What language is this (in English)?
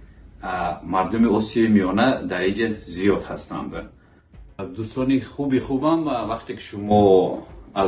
Tajik